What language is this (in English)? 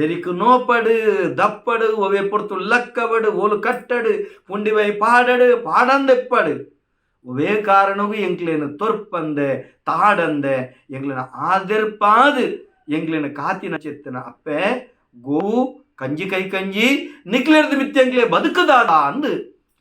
Tulu